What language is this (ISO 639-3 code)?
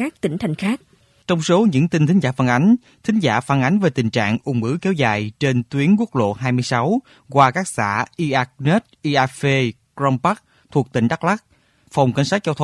vie